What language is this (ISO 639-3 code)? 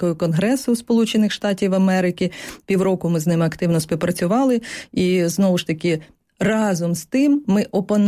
ukr